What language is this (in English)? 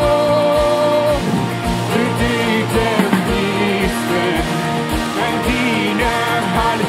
Plautdietsch